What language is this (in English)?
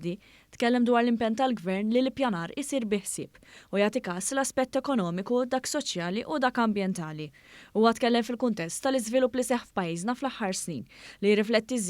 Maltese